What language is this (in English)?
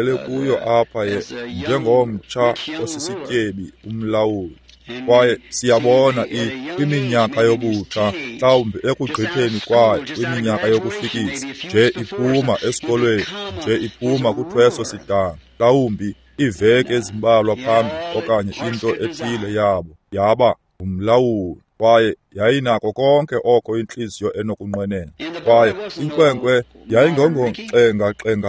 Xhosa